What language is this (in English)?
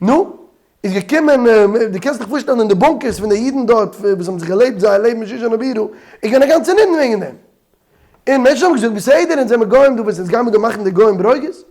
Yiddish